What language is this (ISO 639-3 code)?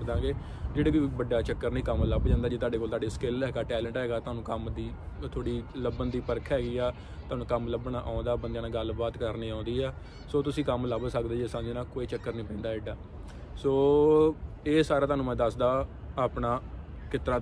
pan